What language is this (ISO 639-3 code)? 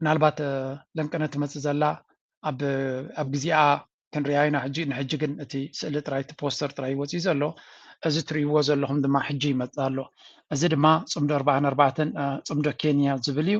tir